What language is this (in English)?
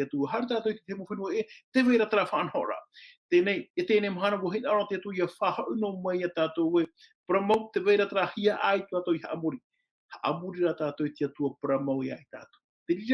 Tahitian